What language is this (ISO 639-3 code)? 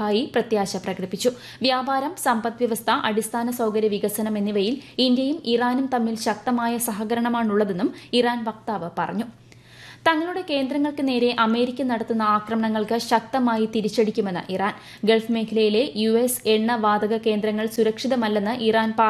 mal